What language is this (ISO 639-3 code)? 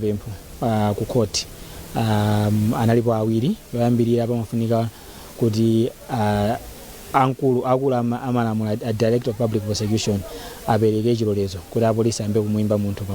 nya